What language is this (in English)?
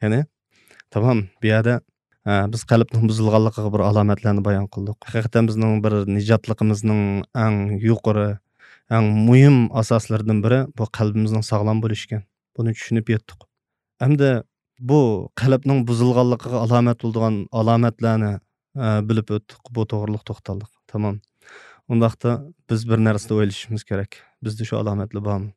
Uyghur